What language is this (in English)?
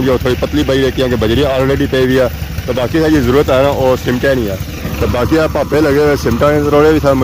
Pahari-Potwari